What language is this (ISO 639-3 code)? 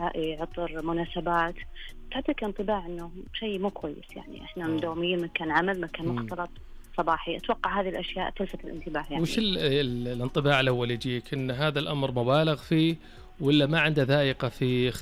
ars